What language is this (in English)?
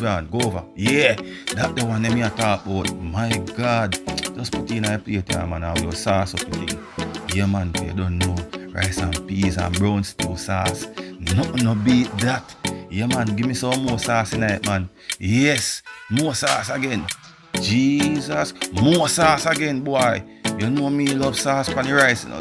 Jamaican Creole English